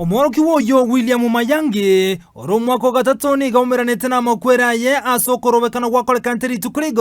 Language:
Gusii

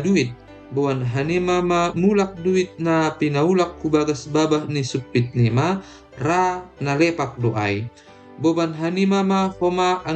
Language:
Batak Simalungun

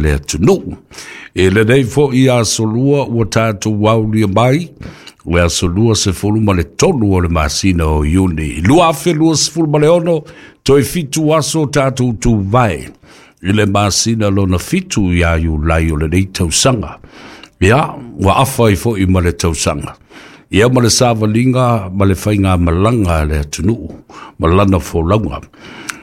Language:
Samoan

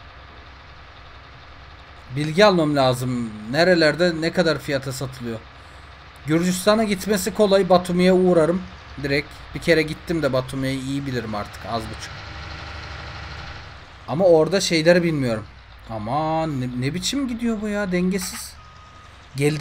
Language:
Turkish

